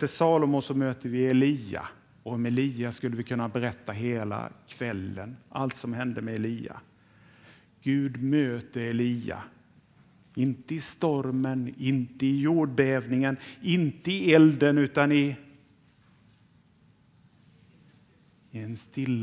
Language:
Swedish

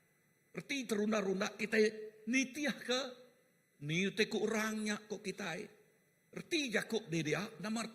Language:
Iban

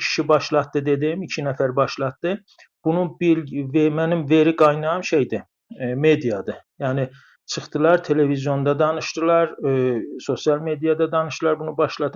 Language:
South Azerbaijani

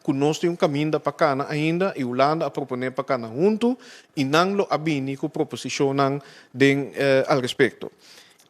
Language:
Papiamento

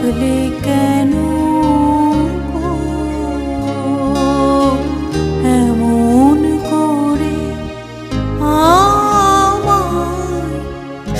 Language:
Bangla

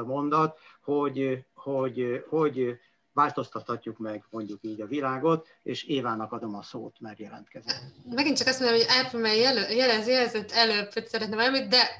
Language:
Hungarian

